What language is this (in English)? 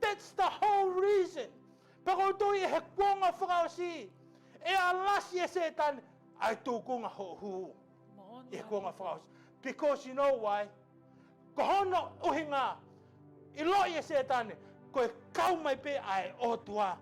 Tongan